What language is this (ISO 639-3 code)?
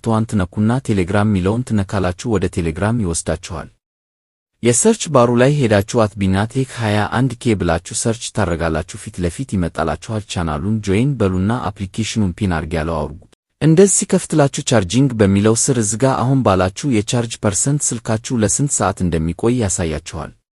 amh